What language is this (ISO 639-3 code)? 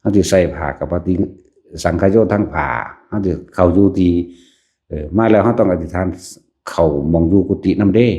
tts